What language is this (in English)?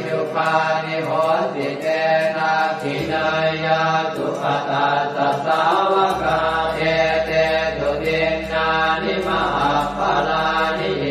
Pali